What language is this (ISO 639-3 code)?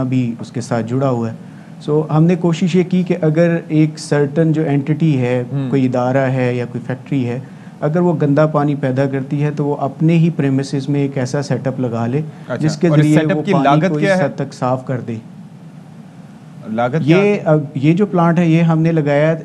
urd